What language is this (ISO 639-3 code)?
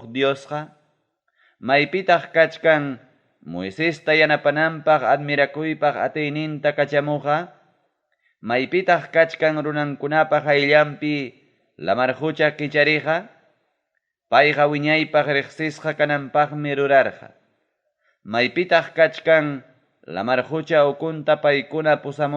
quy